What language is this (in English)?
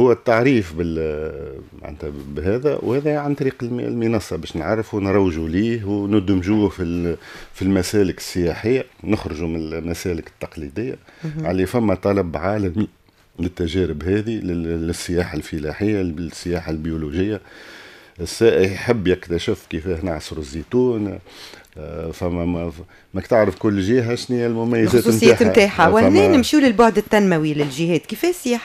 Tunisian Arabic